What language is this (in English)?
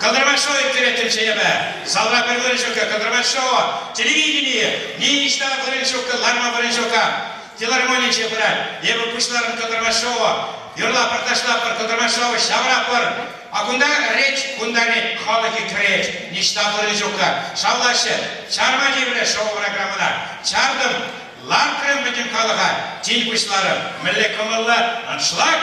Chuvash